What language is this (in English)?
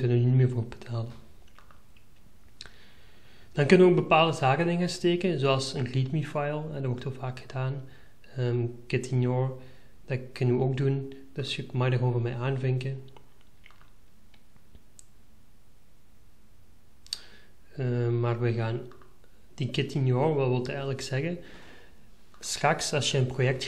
Dutch